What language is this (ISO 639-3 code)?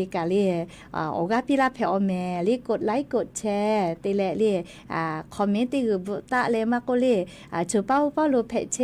lhu